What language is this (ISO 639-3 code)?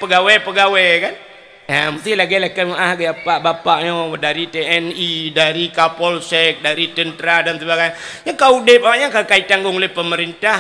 ace